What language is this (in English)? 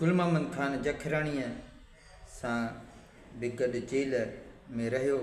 Sindhi